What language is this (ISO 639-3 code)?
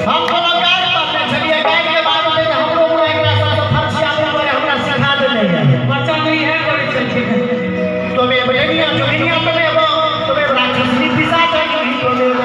mai